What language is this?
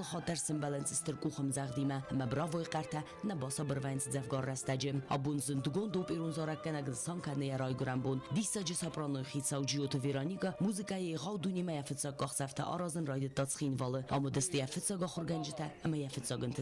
Ossetic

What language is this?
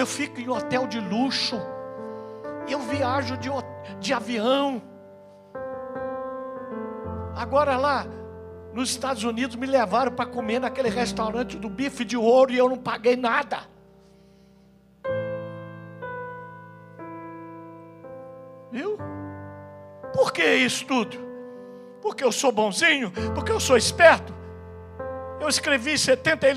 Portuguese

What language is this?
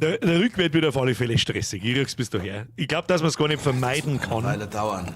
Bavarian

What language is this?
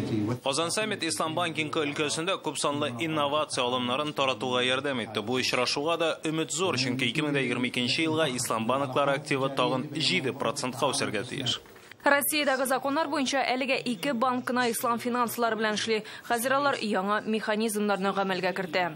Tatar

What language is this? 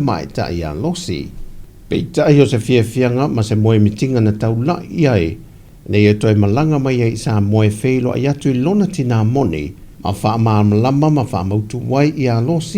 Samoan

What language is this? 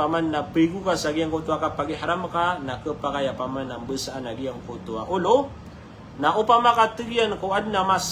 Maranao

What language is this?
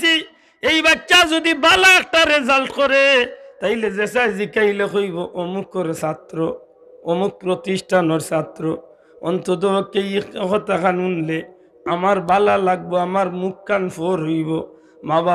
Sylheti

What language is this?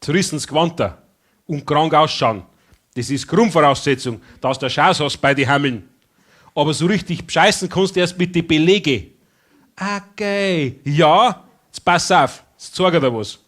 Bavarian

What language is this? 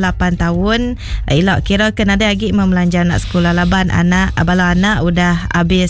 Iban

